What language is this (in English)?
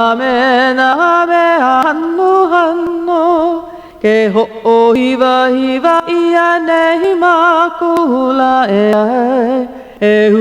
Hawaiian